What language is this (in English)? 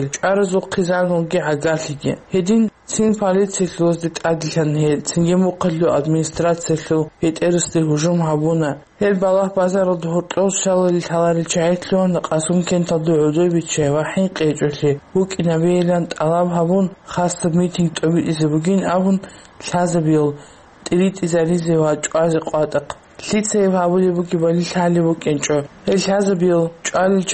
Avaric